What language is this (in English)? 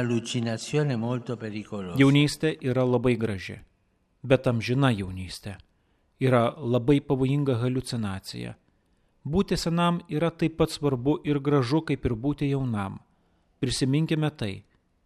Lithuanian